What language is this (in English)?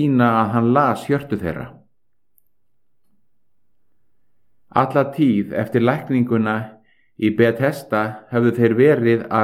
Icelandic